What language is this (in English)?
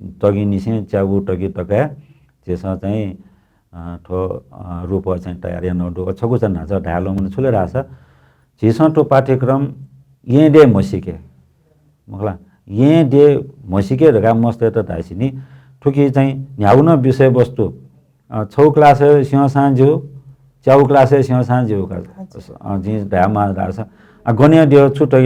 Newari